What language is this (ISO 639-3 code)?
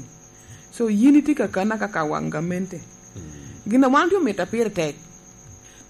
laj